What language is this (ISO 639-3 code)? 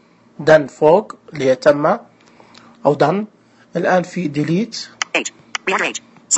ars